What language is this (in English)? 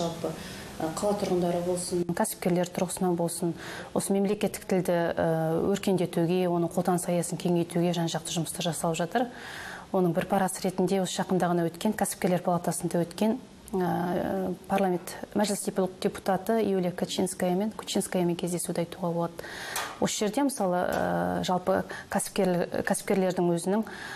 Kazakh